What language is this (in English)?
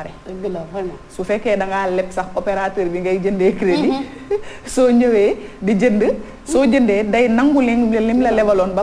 Wolof